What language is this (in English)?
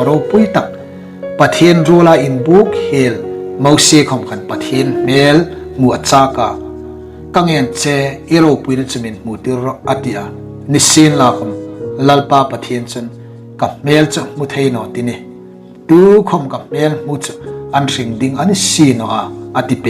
Hmar